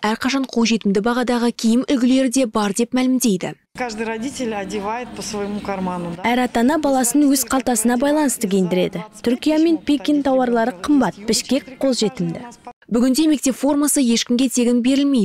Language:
Kazakh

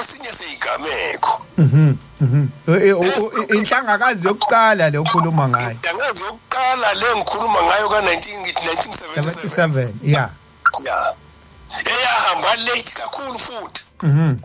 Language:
Zulu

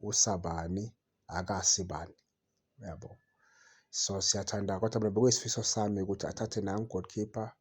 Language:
Zulu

